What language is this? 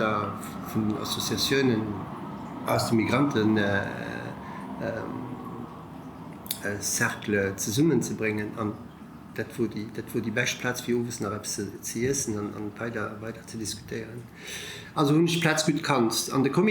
Luxembourgish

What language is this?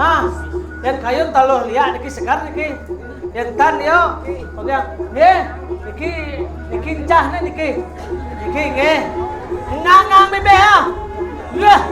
Balinese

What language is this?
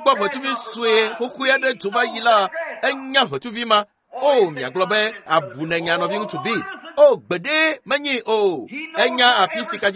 Ewe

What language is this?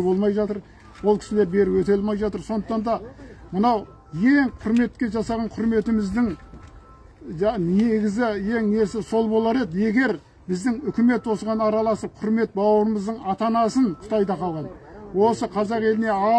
Kazakh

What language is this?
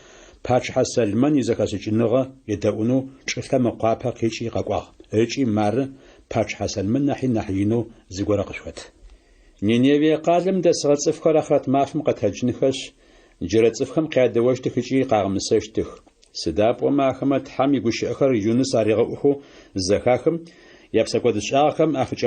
Adyghe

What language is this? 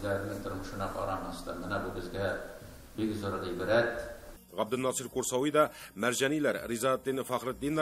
Tatar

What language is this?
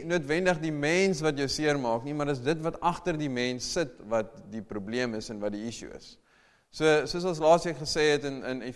Afrikaans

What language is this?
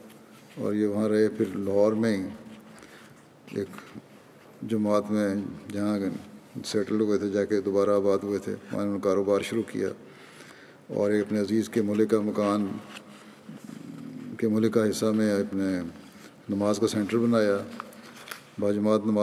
Urdu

